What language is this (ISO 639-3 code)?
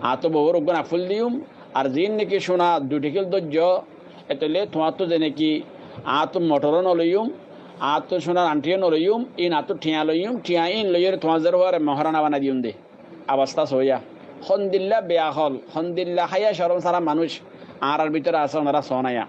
rhg